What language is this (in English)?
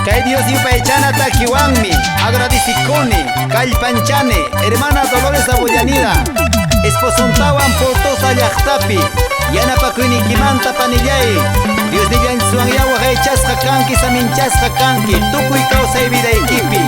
Quechua